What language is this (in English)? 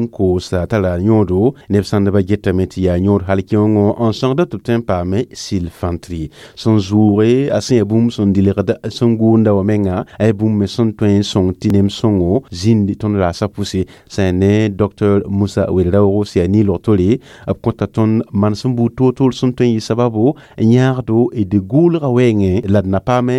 Mossi